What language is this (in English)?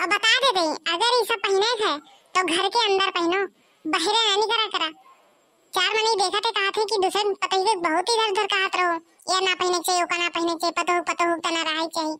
Bhojpuri